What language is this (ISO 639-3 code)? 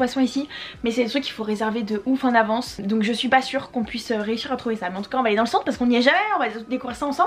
fra